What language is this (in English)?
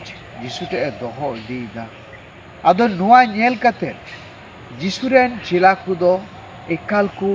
Santali